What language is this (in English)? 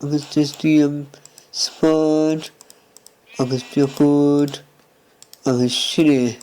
Irish